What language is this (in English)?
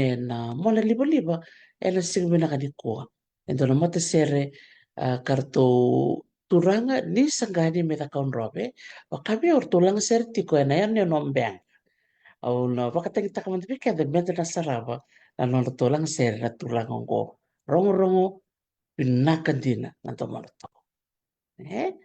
Fijian